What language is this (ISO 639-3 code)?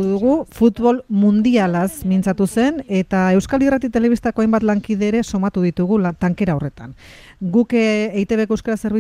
eus